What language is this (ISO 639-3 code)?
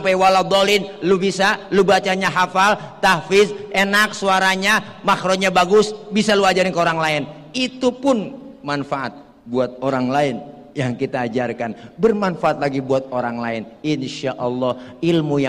bew